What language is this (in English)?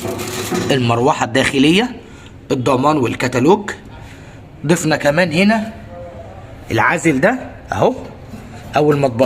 Egyptian Arabic